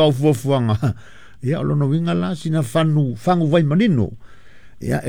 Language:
Samoan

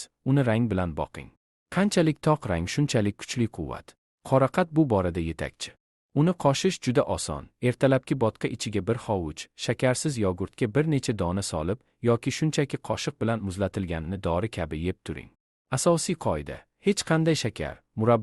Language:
Uzbek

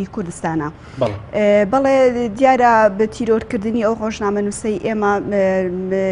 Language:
Central Kurdish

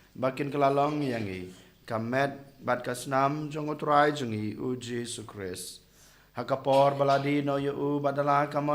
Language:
Khasi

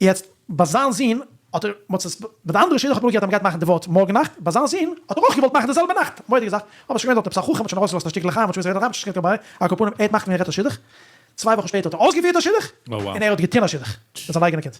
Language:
Yiddish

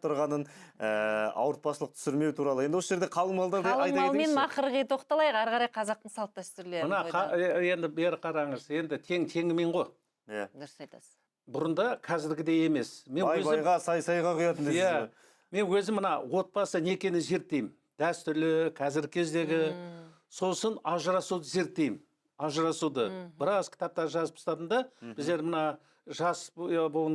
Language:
Kazakh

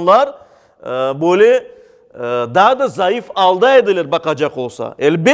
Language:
Crimean Tatar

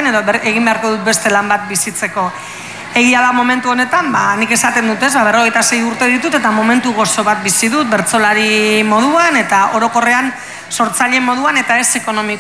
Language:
Basque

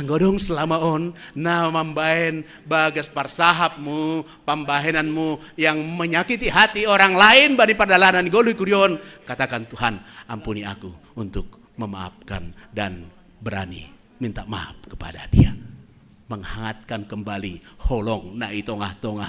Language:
Batak Simalungun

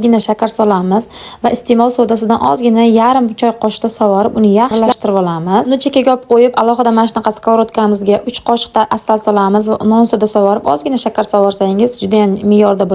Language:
Uzbek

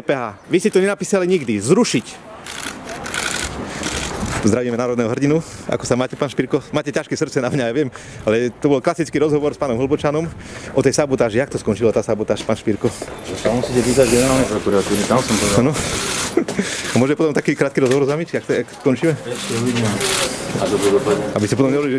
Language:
Slovak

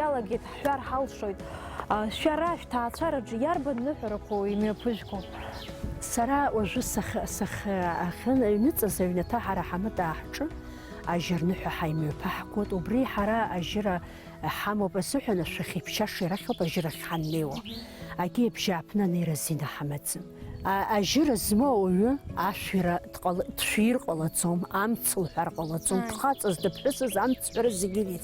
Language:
Abkhazian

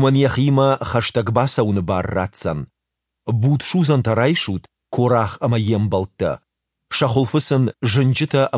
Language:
Ossetic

